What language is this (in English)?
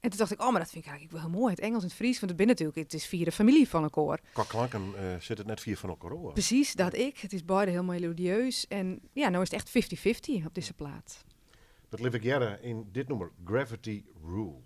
Western Frisian